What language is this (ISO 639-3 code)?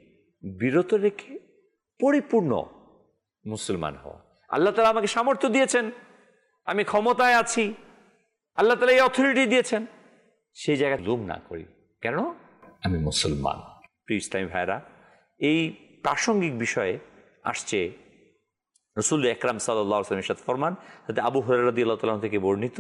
ben